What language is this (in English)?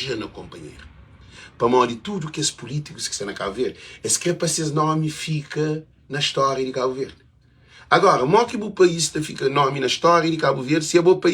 Kabuverdianu